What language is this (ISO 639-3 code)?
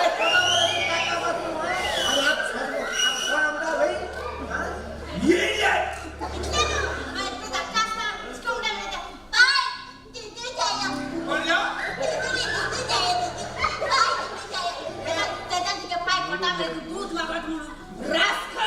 kok